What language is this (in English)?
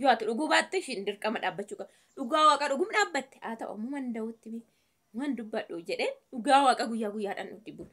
Oromo